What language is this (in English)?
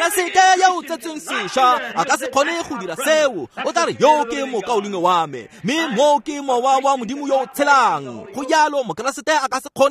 Tswana